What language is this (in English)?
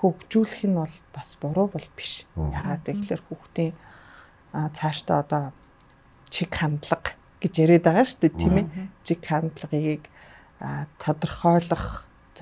Mongolian